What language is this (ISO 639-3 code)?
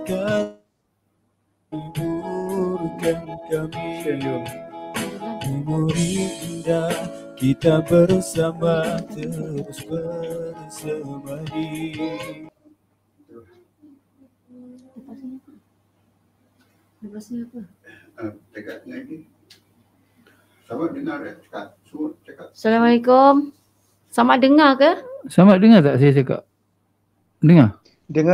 msa